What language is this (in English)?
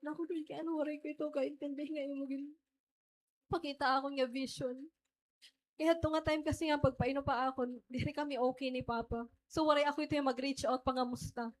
Waray